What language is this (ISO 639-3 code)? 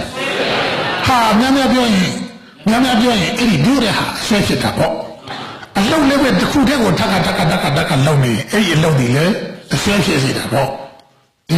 mya